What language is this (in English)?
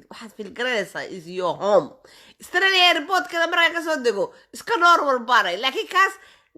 Somali